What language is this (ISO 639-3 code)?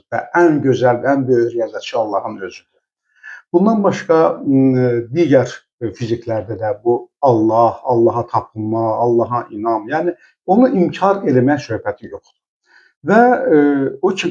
aze